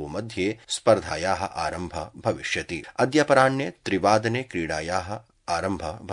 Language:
Sanskrit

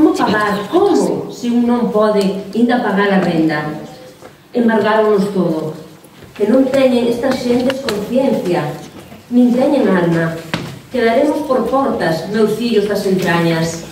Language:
Galician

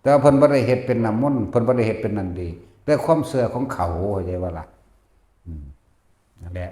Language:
Northeastern Thai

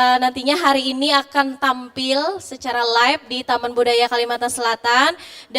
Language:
Banjar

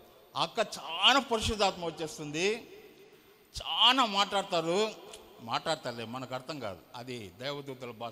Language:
Telugu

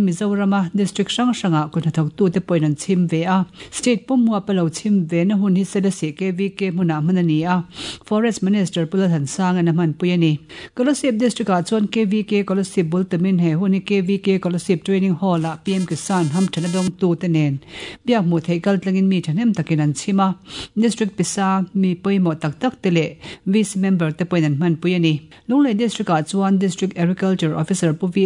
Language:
Mizo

